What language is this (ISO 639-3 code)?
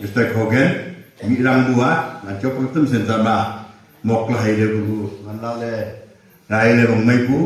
nnp